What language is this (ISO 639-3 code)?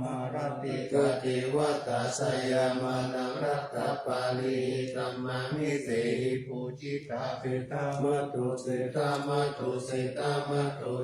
pli